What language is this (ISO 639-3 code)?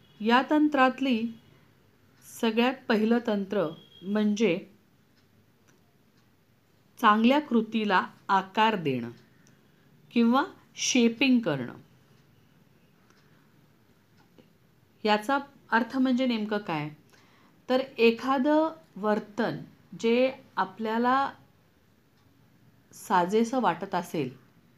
mar